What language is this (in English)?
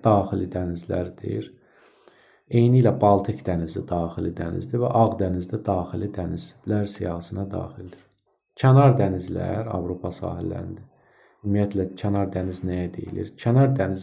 Azerbaijani